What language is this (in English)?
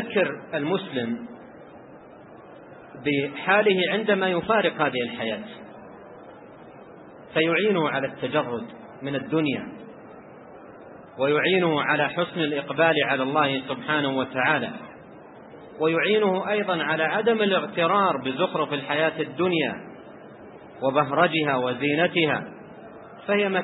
Arabic